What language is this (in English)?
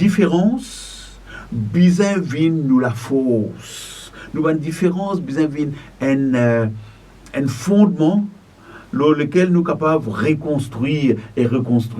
Morisyen